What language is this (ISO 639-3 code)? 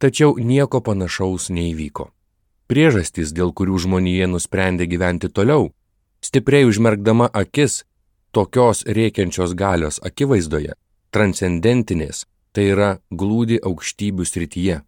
lit